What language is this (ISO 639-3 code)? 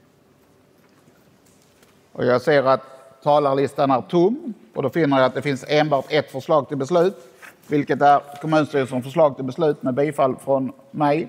swe